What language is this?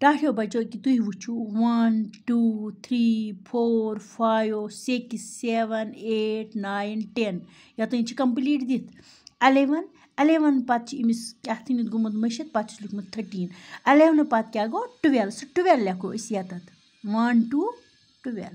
Kashmiri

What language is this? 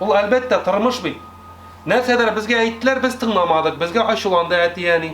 Tatar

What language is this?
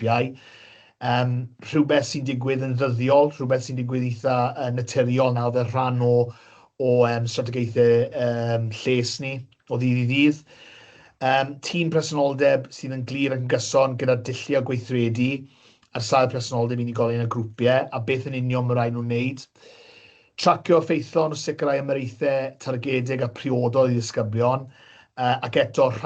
Welsh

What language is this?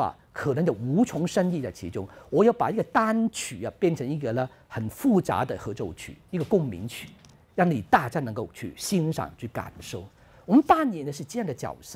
Chinese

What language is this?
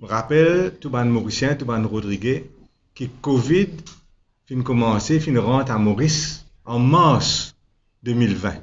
Morisyen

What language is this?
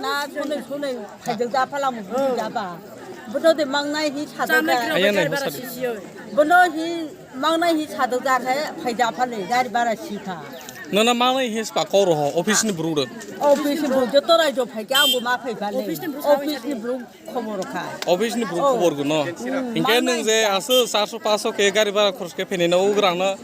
Kok Borok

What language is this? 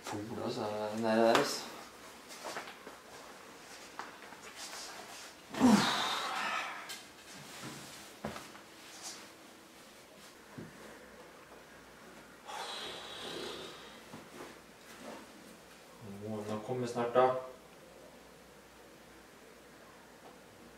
Norwegian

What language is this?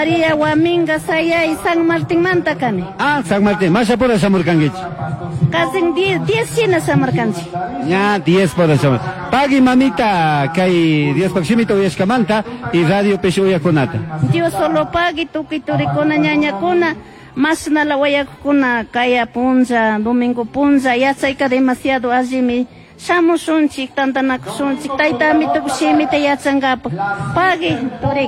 Chimborazo Highland Quichua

